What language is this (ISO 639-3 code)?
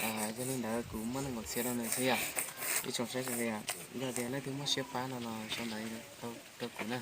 hmn